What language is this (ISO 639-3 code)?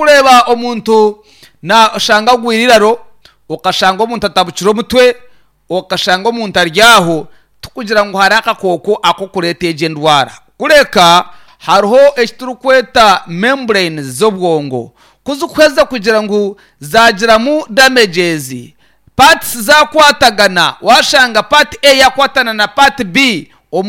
nyn